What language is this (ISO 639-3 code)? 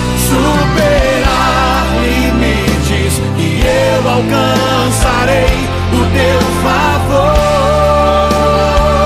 por